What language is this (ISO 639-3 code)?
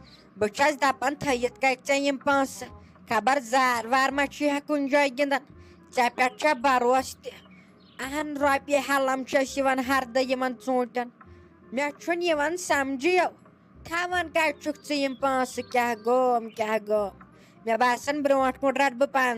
kas